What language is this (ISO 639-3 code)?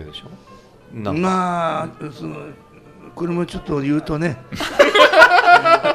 jpn